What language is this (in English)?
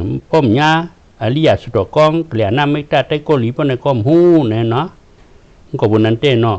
Shan